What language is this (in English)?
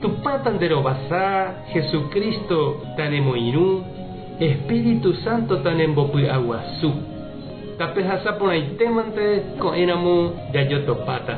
Guarani